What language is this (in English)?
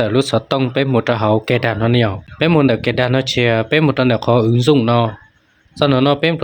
Hmong